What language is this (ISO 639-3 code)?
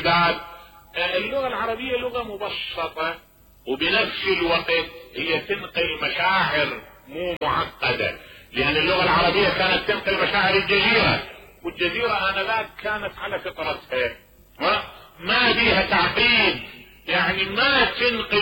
acm